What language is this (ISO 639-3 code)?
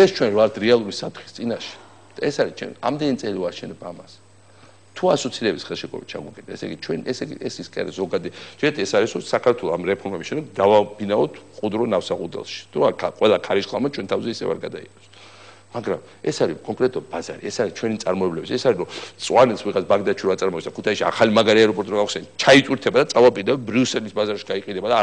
kat